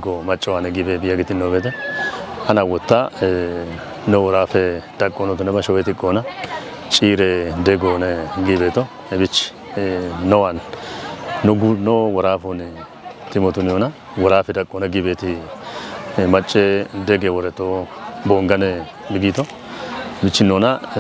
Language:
Kafa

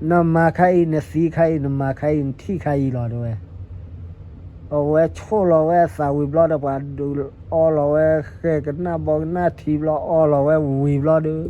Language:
S'gaw Karen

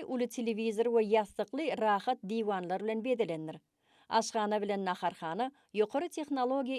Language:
Turkmen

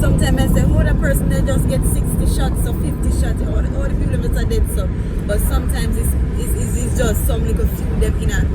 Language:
Jamaican Creole English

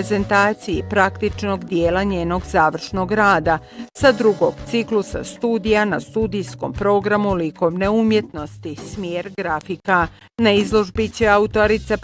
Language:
Bosnian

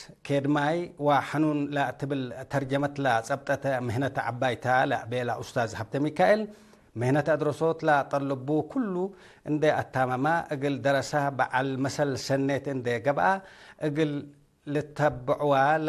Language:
Tigre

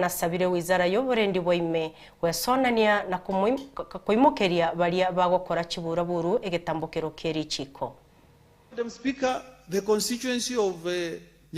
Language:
Gusii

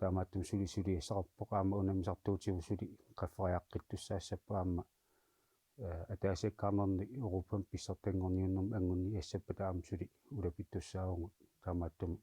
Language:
Kalaallisut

